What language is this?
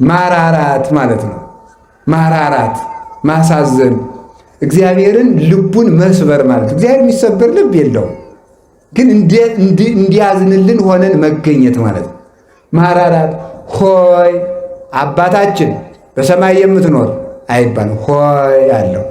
Amharic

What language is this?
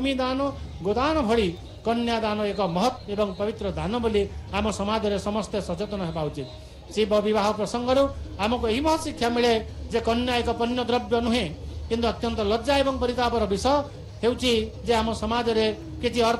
Odia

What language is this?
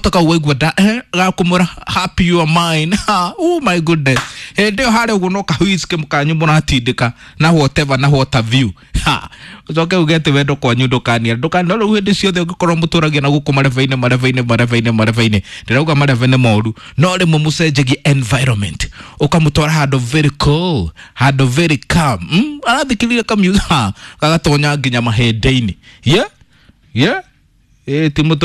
Kikuyu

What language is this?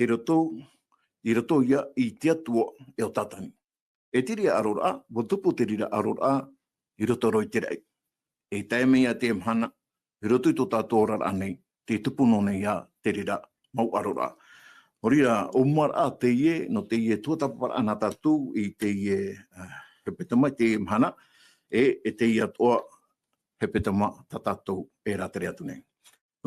Tahitian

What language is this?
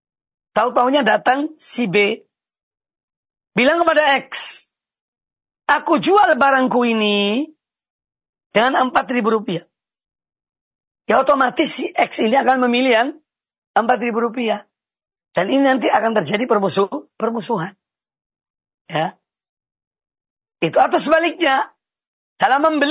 Indonesian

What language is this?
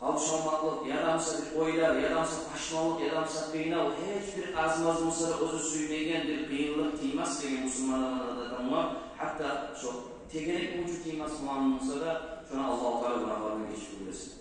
Kumyk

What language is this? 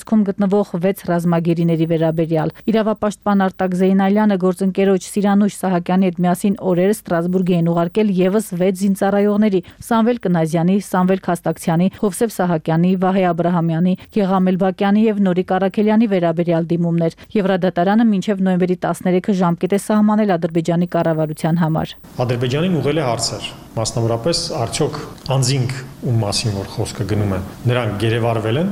Armenian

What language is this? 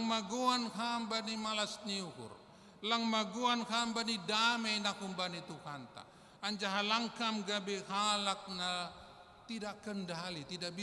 Batak Simalungun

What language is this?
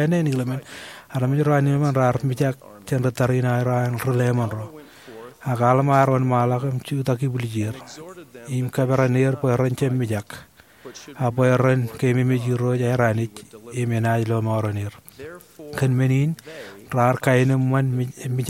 Marshallese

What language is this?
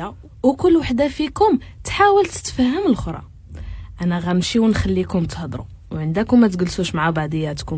Moroccan Arabic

